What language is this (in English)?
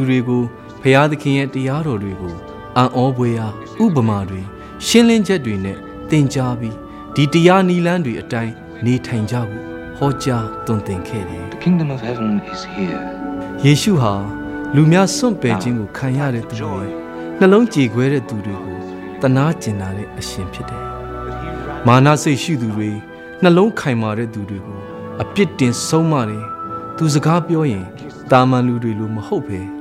Burmese